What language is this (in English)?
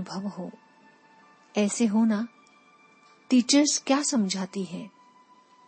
Hindi